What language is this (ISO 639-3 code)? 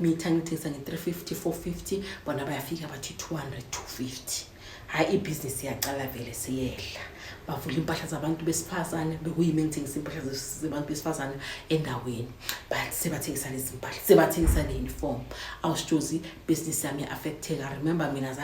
zul